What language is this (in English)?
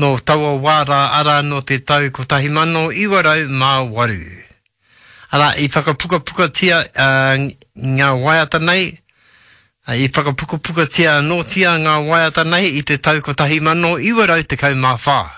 Māori